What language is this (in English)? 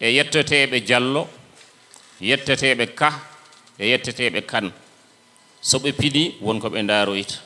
Fula